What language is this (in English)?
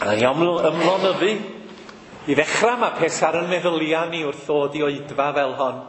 Welsh